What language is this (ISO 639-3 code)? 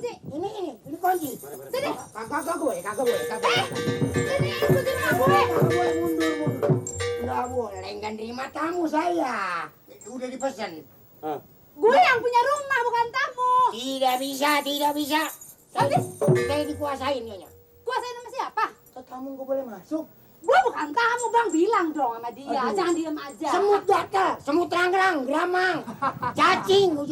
bew